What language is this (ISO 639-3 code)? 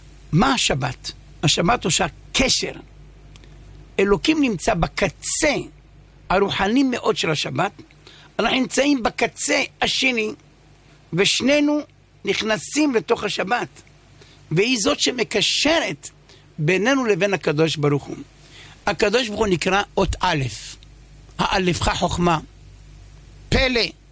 heb